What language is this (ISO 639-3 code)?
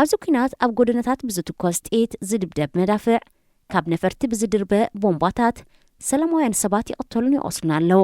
tir